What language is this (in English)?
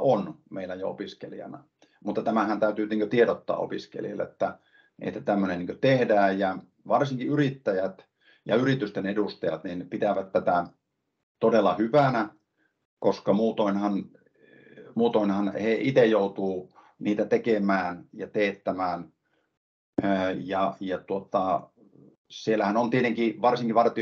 Finnish